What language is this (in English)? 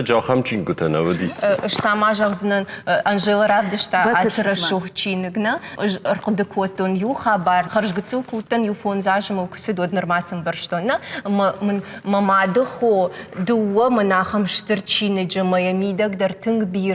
Ossetic